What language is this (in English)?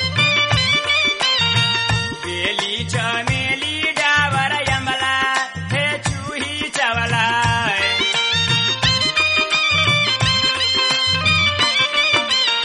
Bhojpuri